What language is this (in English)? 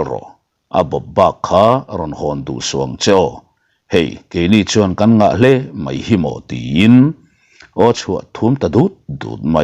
Mizo